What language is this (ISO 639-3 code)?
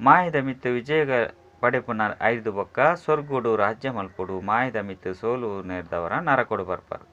tcy